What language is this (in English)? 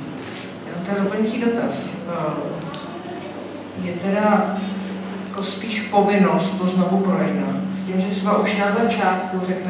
Czech